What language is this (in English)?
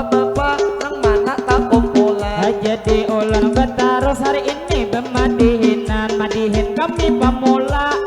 Banjar